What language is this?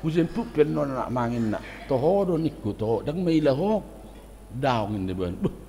Batak Toba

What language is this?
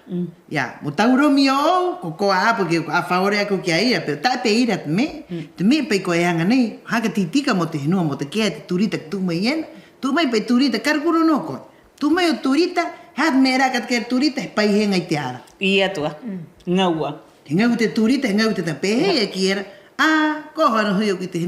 Rapanui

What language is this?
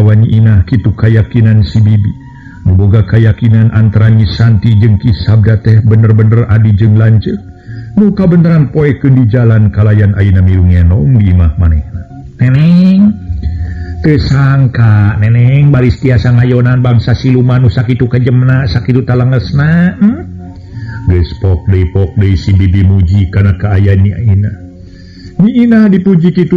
Sundanese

